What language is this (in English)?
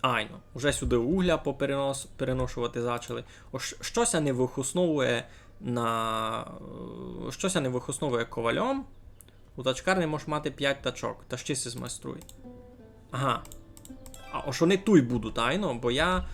Rusyn